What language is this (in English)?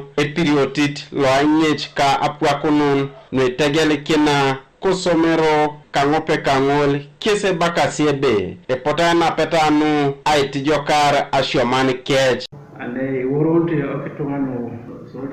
Teso